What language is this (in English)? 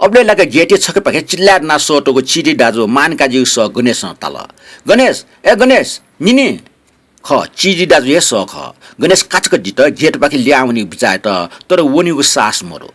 Newari